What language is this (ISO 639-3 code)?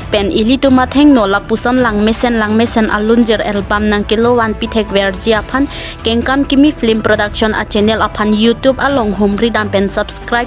mjw